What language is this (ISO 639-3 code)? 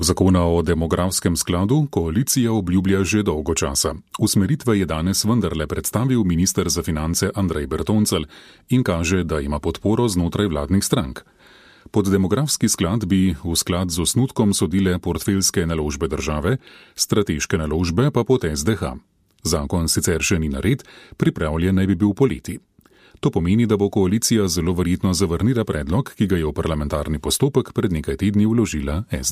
slv